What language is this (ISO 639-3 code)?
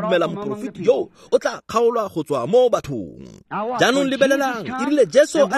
tsn